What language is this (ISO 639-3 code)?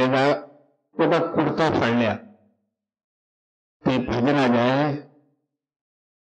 pan